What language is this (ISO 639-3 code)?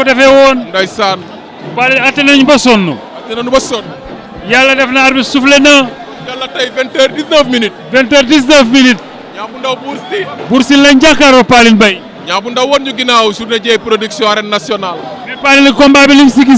wol